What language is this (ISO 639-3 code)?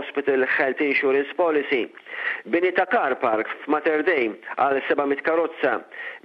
mlt